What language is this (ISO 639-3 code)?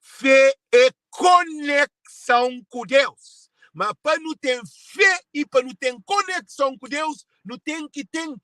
kea